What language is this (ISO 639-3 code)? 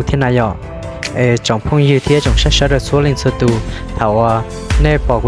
hmn